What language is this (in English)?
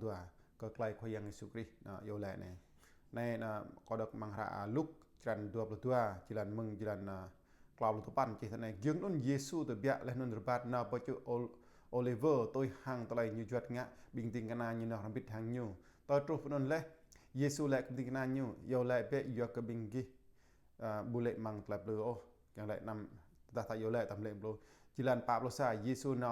Jarai